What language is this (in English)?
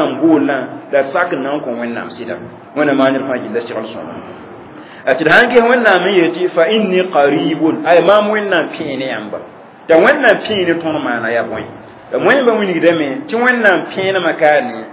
Mossi